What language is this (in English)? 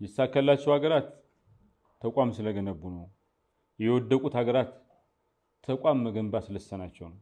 Amharic